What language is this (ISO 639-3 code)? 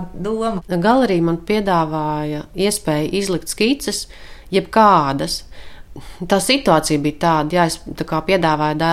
lav